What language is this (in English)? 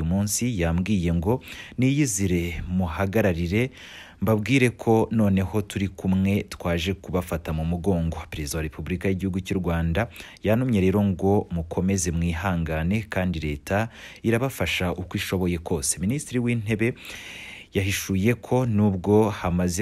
Kinyarwanda